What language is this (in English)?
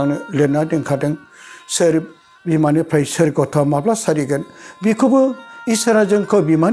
Bodo